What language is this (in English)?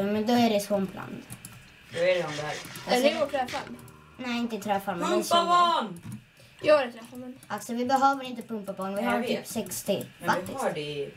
Swedish